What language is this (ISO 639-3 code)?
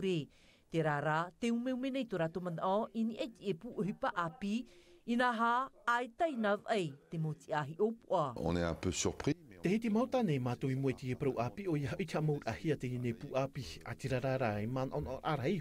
tah